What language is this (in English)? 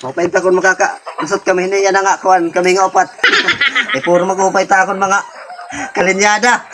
Waray